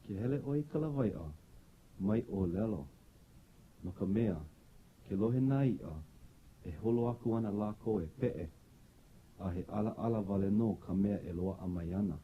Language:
Hawaiian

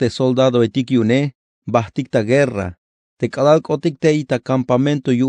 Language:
Tzeltal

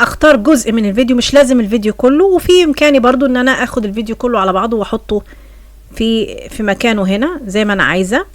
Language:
Egyptian Arabic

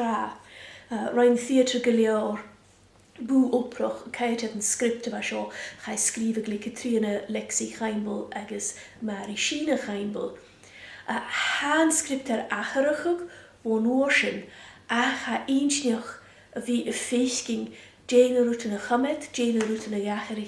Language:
Scottish Gaelic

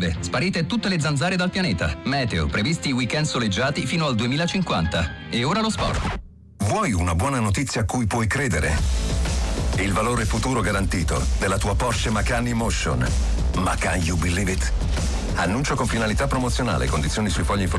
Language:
Italian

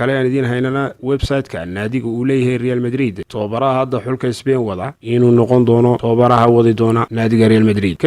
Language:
Somali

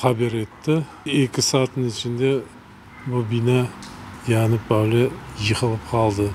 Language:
Crimean Tatar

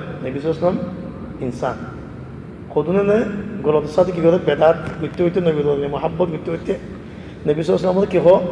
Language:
Rohingya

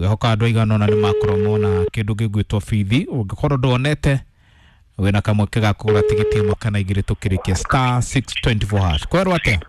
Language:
Kikuyu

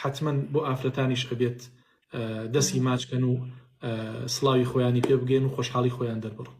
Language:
Central Kurdish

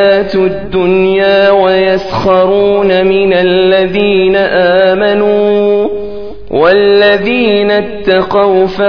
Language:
Arabic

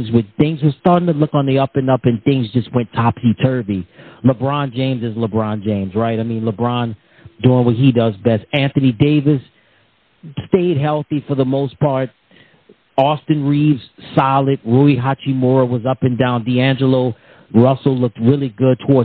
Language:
English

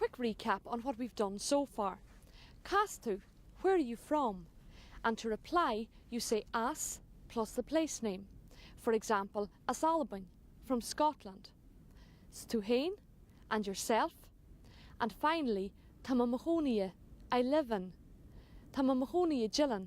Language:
Irish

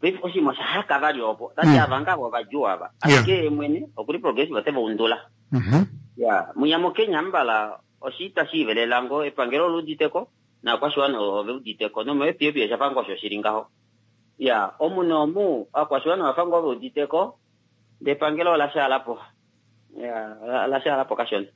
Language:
Kuanyama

